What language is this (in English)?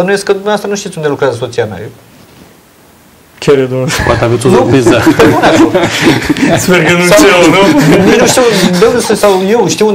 Romanian